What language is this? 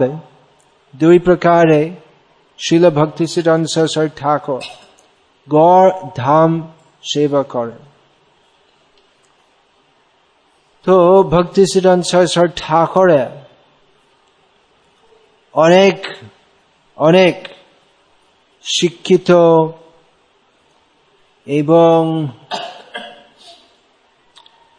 Bangla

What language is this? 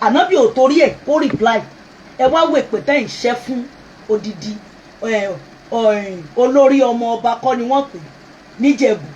Yoruba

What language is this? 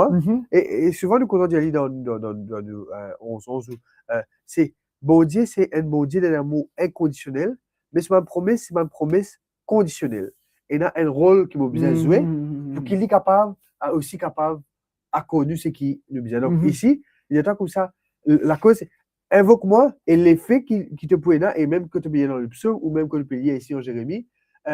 Morisyen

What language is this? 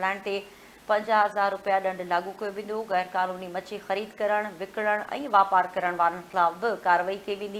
Sindhi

